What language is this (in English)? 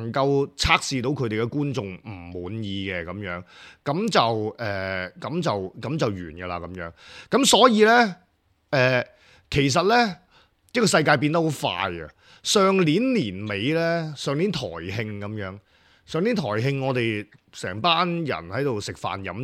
Cantonese